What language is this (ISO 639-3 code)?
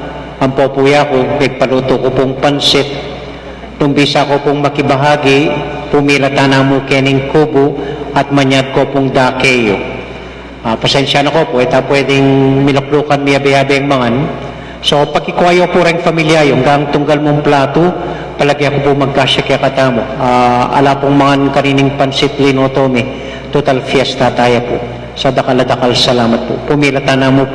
pam